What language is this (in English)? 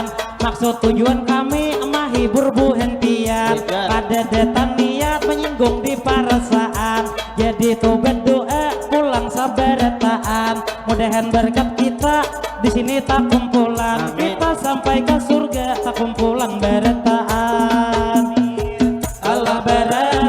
Banjar